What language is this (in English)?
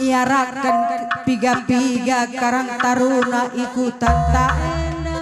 Batak Karo